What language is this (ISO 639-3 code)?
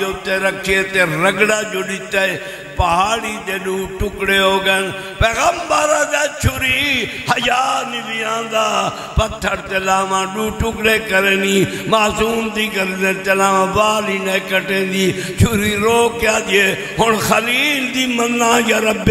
skr